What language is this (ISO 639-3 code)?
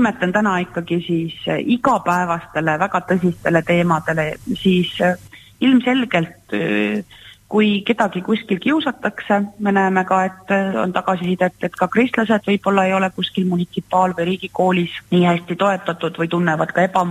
est